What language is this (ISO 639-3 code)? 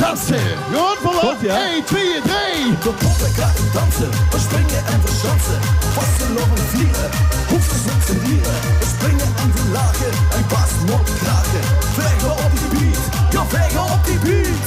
lim